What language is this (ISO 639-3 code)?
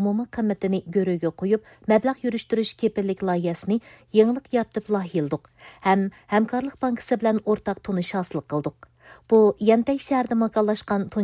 uig